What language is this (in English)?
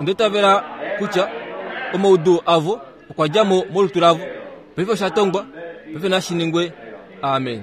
Kuanyama